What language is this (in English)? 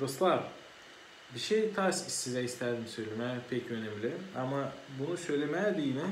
Gagauz